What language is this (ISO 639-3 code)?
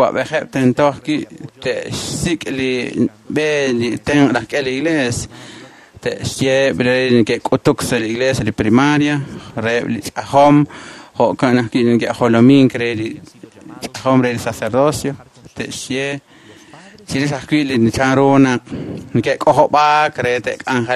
kek